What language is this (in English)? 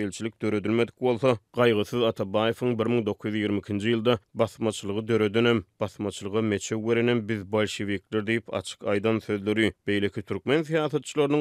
Turkmen